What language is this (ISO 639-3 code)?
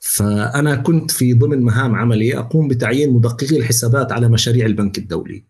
apc